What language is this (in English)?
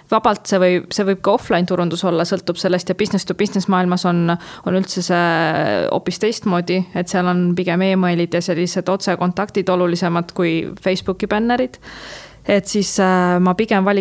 Estonian